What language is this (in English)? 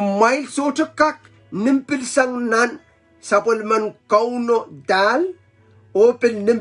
Pohnpeian